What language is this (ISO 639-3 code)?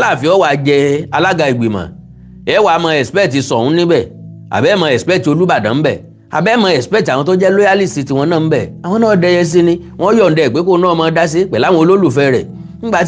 yor